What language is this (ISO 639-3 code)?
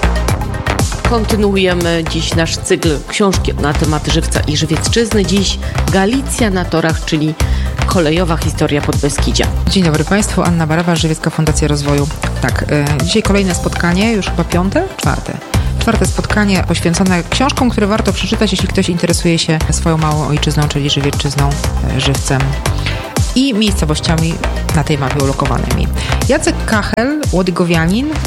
pol